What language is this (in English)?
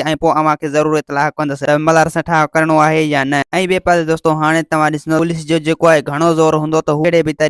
Sindhi